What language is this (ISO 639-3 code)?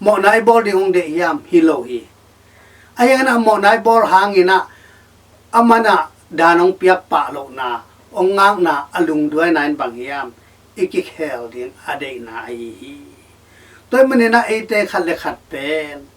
ctd